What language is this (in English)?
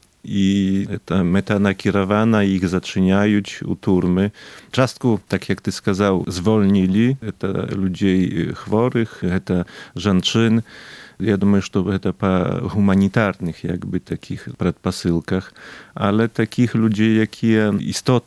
Belarusian